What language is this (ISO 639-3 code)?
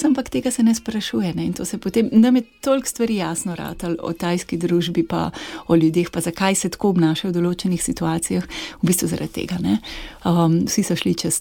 slv